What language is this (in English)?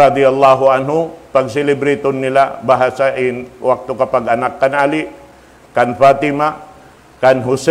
Tausug